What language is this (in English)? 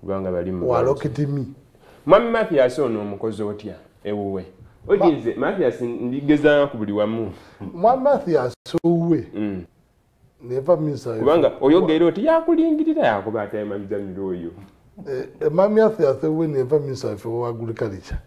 Soga